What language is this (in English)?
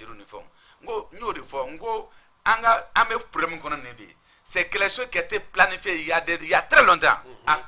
Bambara